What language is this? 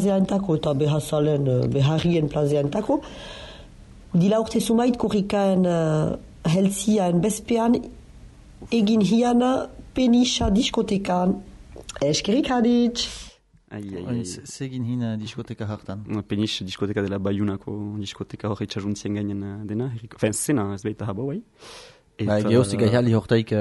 Basque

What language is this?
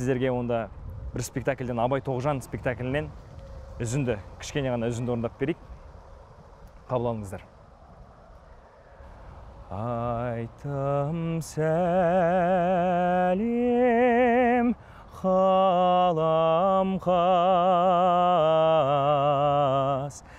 Kazakh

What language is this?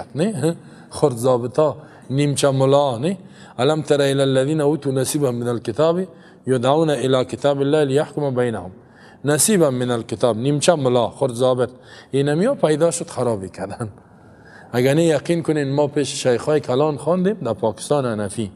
Persian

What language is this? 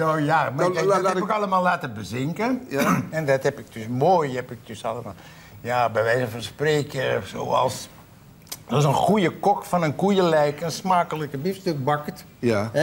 Dutch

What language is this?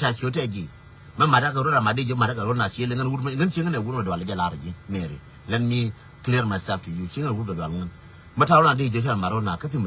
Nuer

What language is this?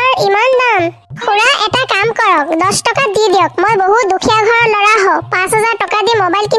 Assamese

